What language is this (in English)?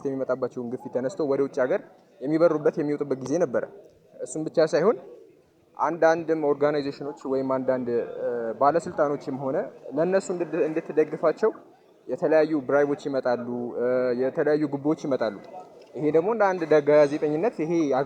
Amharic